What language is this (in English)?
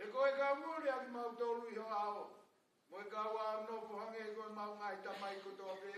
Tongan